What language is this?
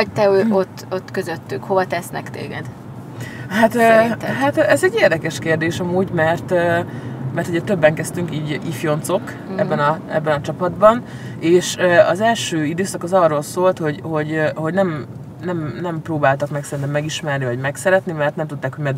Hungarian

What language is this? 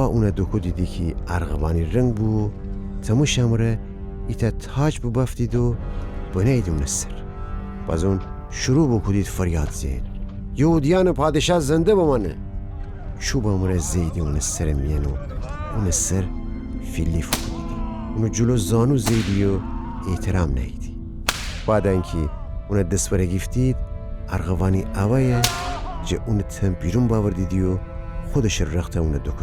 Gilaki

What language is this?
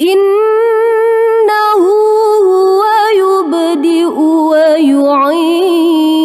Buginese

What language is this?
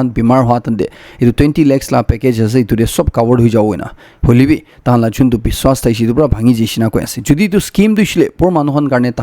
Naga Pidgin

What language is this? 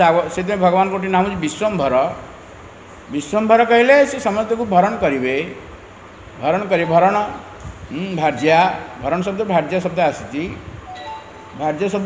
Odia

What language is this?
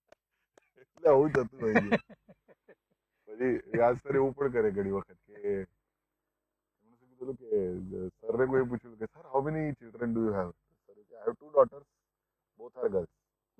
Gujarati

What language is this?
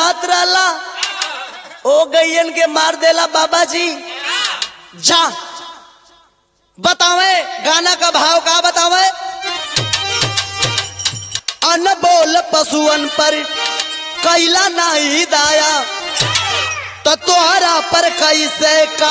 Bhojpuri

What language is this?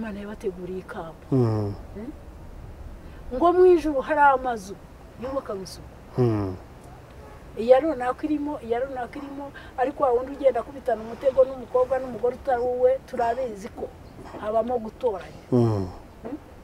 Kinyarwanda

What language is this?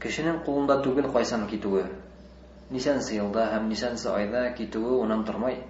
Bashkir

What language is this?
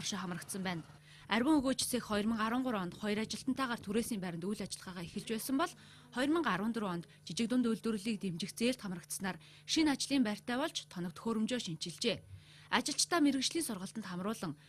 Mongolian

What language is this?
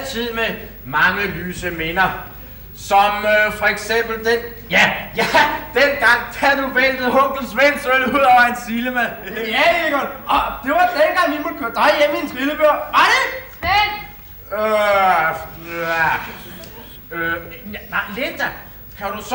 Danish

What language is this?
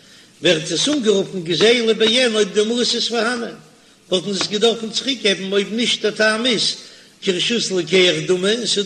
Yiddish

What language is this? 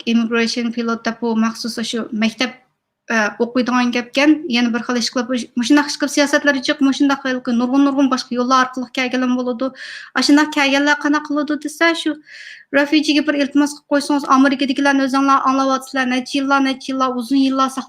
Uyghur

